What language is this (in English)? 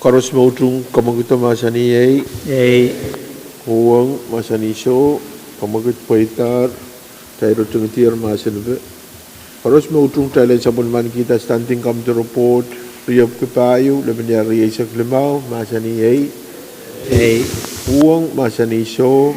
Pohnpeian